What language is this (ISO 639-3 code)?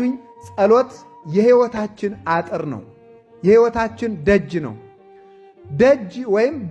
amh